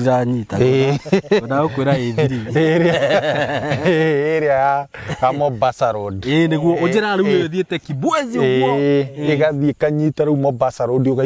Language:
Kikuyu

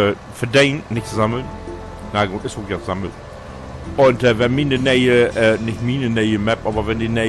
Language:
Low German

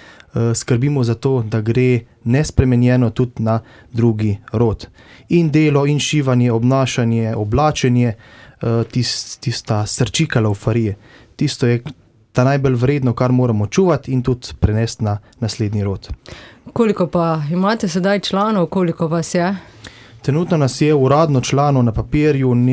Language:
Slovenian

